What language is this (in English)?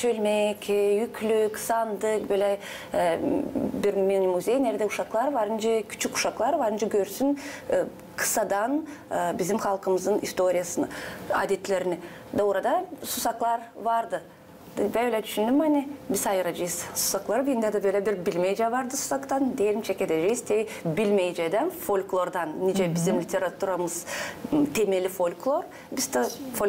Gagauz